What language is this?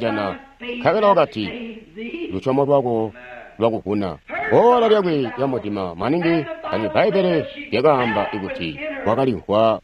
Tonga (Zambia)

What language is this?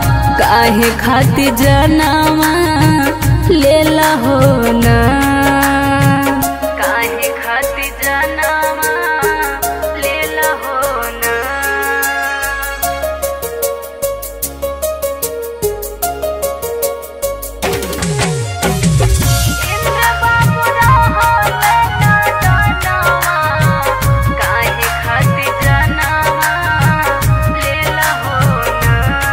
Bhojpuri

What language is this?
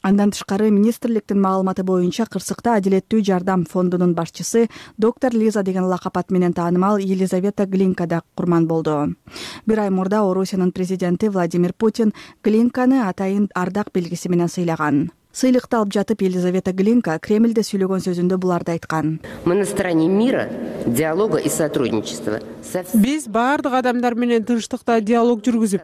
Kyrgyz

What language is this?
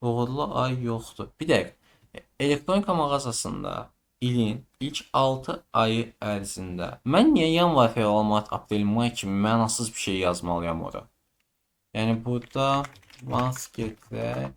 Azerbaijani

